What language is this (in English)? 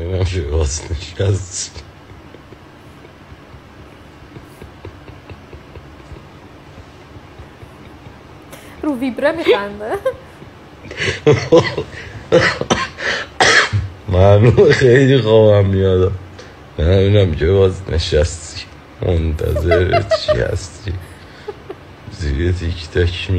Persian